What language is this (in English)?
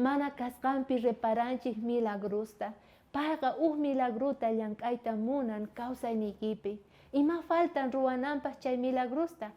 South Bolivian Quechua